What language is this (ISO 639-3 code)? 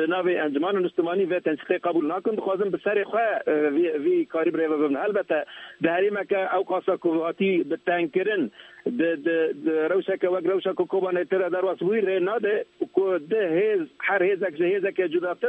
kur